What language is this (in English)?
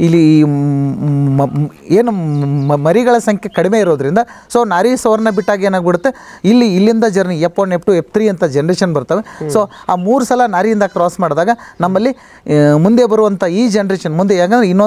Kannada